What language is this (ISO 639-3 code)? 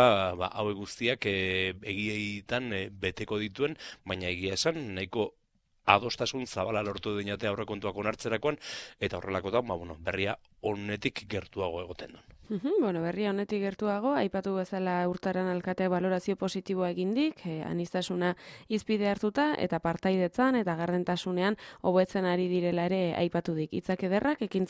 eus